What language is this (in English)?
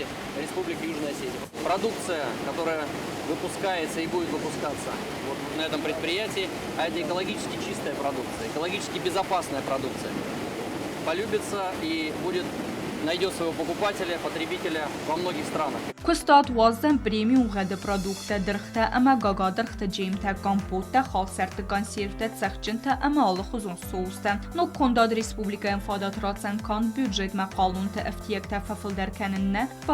Ossetic